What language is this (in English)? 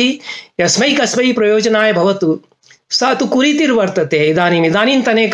Sanskrit